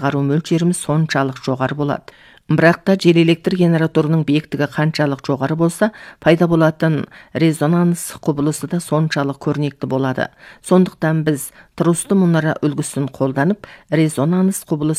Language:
Kazakh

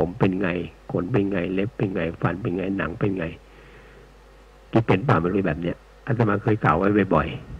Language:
Thai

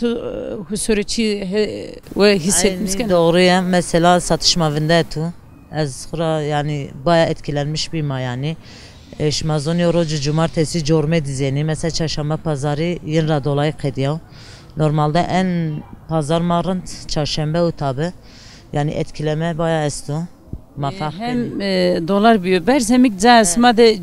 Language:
Zaza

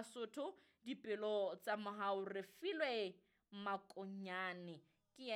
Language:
Southern Sotho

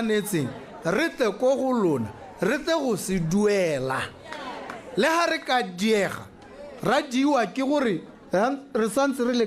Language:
Tswana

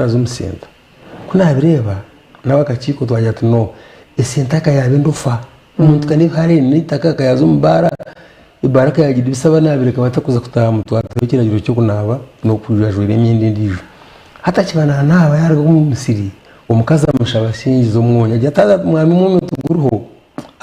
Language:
Nyankole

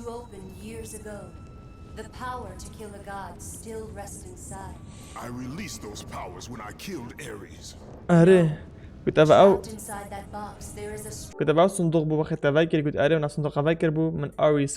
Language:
Kurdish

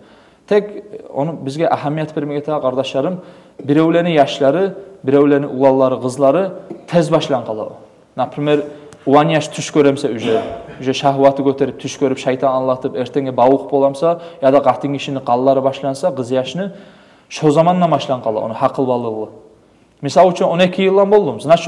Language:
Kumyk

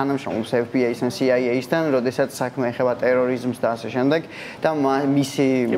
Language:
Georgian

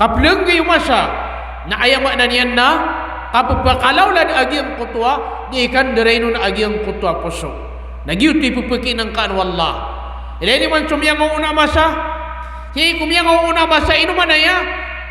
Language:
Maranao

